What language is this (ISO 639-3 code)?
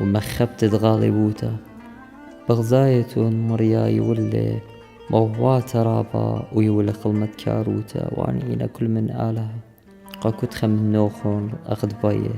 aii